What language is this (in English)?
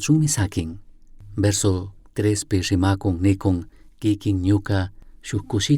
Chimborazo Highland Quichua